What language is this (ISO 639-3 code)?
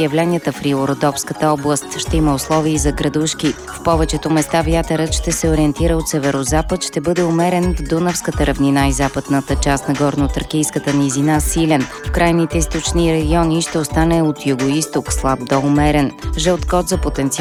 bul